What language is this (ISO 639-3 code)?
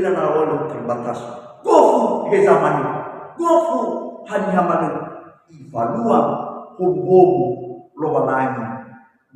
nia